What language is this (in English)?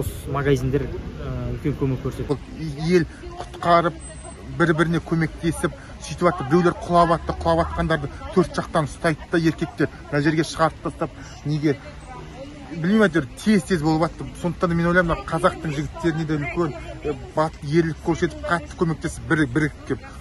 Kazakh